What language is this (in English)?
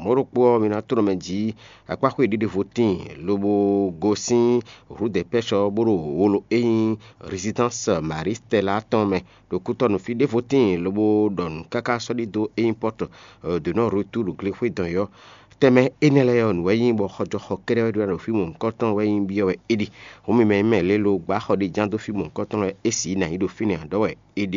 Fon